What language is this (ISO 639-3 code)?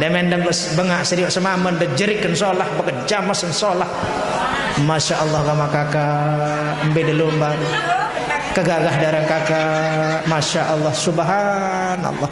sas